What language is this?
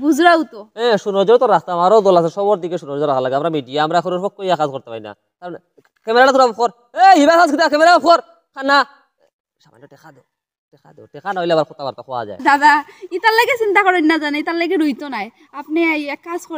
Sylheti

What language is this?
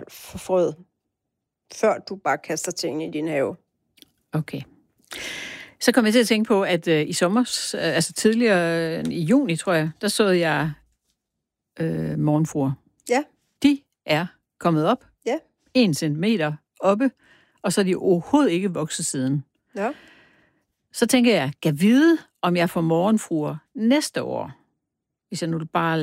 Danish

